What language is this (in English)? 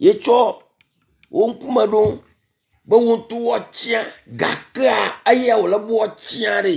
Ewe